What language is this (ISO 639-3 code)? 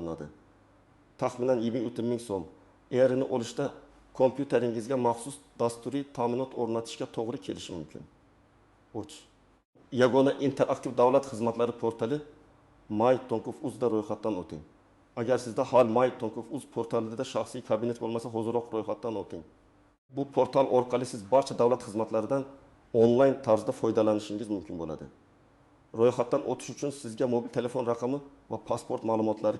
uzb